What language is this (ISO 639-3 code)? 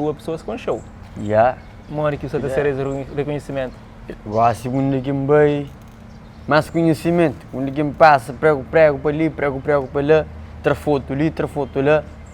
kea